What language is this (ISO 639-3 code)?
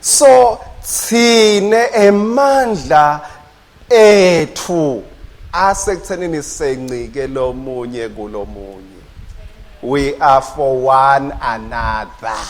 ssw